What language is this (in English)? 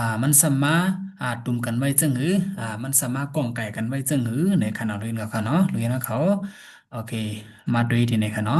Shan